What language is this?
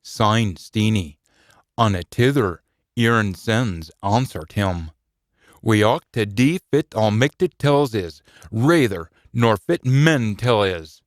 Scots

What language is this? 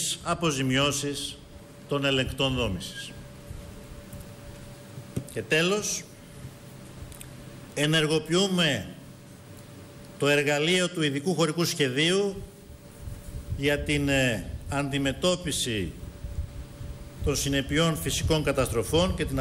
Greek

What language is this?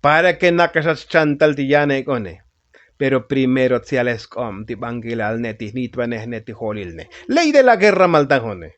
Tzotzil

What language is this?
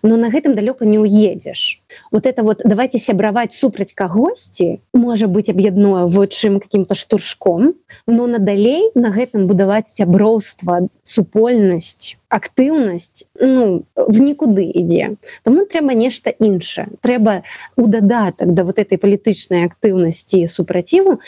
Belarusian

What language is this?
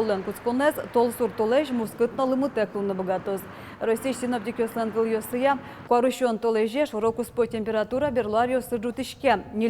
Udmurt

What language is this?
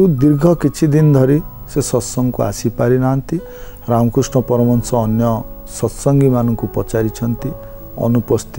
Odia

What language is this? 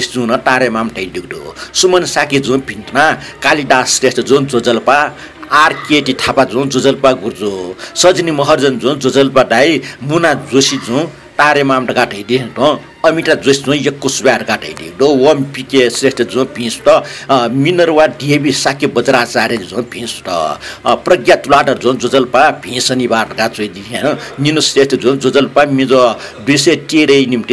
Newari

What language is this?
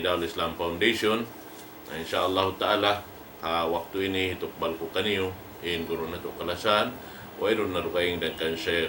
Tausug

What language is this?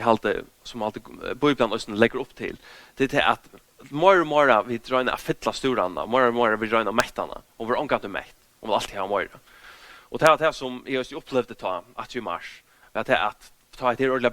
Faroese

